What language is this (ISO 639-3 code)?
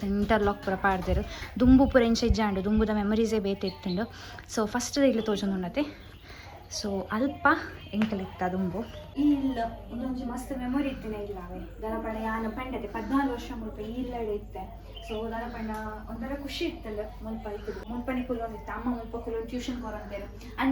tcy